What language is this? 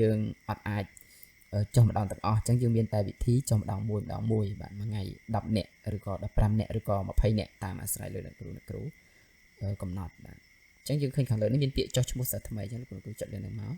Khmer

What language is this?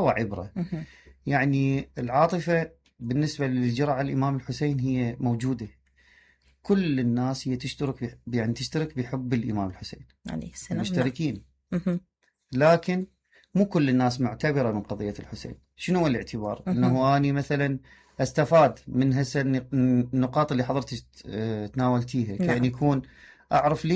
Mesopotamian Arabic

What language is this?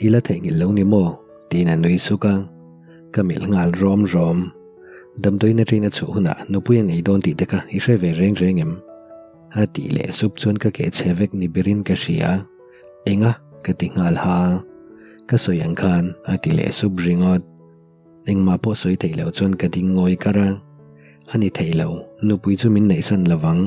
Mizo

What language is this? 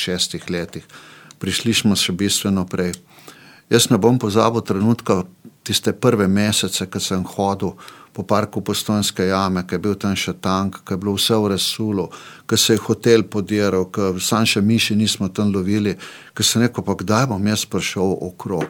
Slovenian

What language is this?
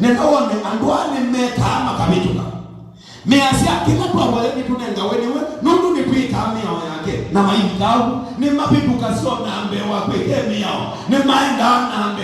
Kamba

